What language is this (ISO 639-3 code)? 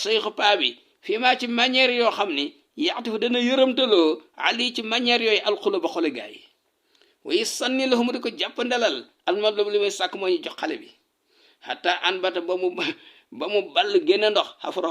wol